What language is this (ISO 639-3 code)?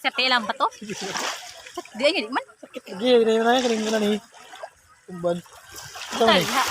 ceb